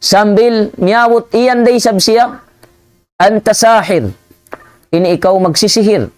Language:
Tausug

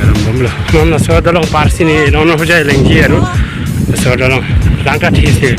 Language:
Karbi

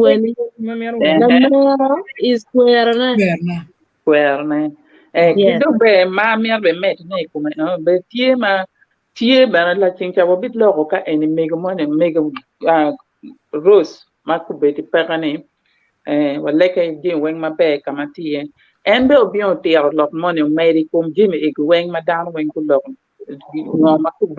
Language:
Acoli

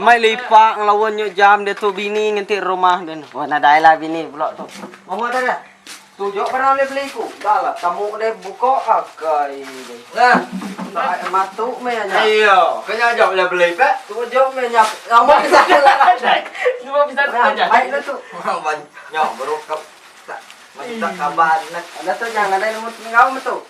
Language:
Iban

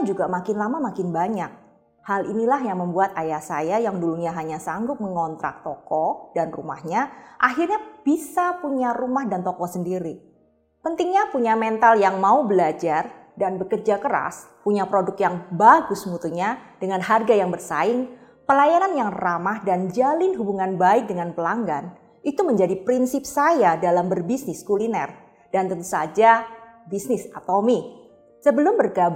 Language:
Indonesian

